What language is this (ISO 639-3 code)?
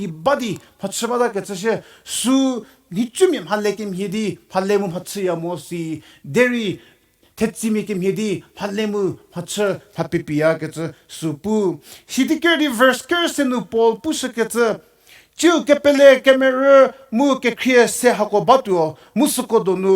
njm